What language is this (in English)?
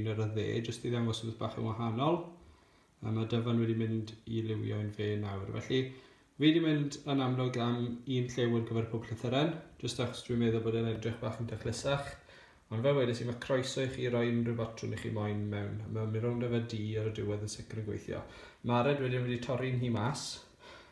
Welsh